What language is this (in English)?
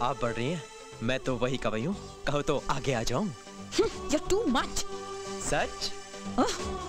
Hindi